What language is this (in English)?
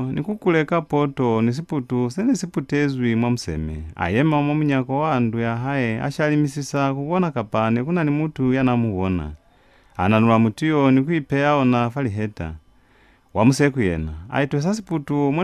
Lozi